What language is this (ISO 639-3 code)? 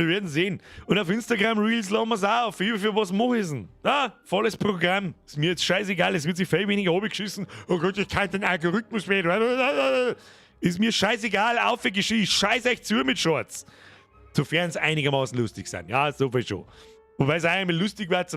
bar